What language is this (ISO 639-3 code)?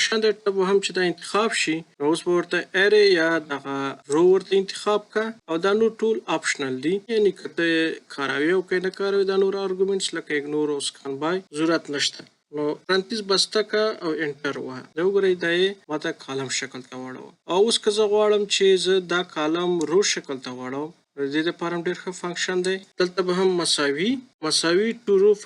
pus